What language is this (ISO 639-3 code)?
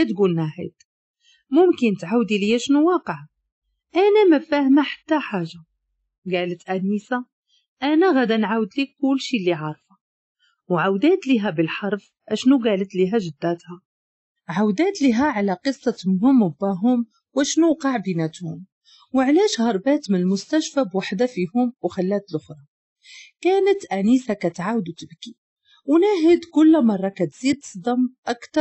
ary